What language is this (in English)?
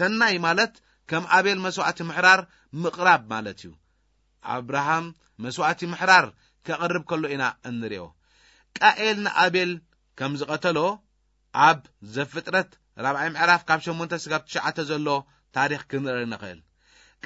Tigrinya